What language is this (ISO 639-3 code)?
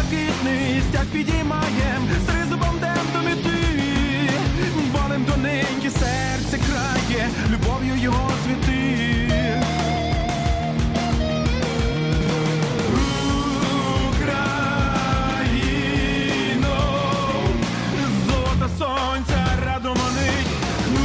ukr